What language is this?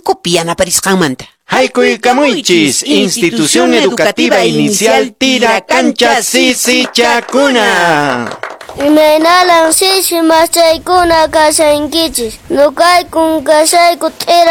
Quechua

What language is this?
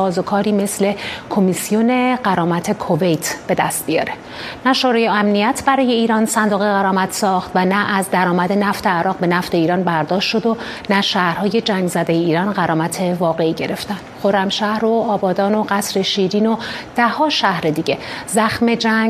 Persian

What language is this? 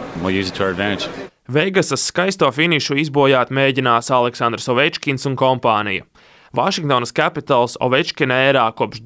Latvian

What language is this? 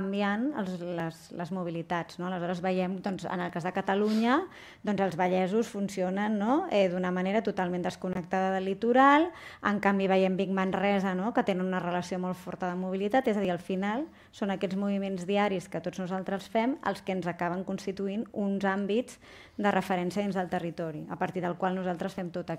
Catalan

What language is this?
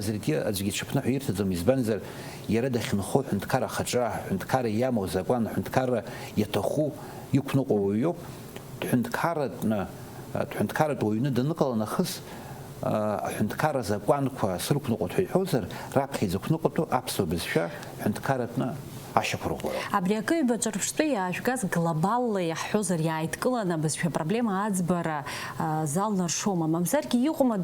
Abkhazian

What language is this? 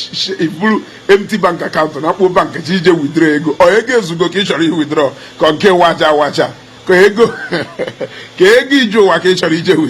Igbo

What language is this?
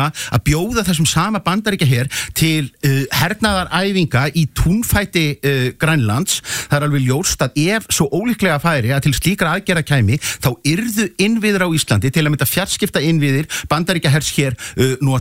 Icelandic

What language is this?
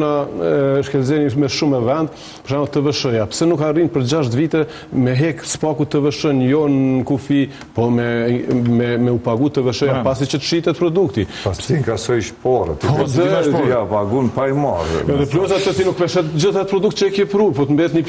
Albanian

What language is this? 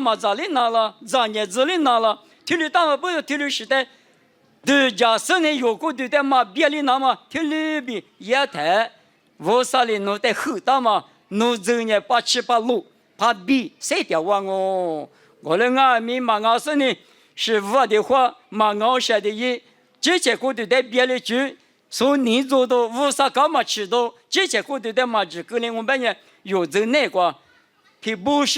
Lisu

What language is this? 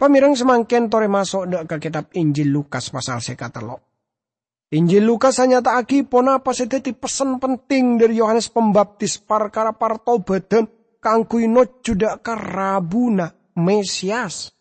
Madurese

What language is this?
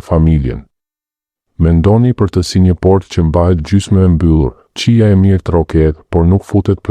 Albanian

